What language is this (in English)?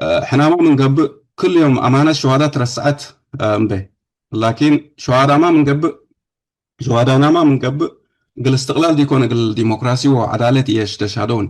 Tigre